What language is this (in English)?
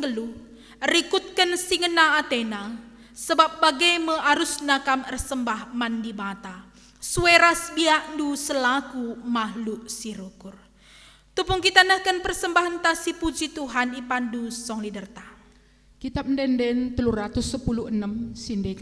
Batak Karo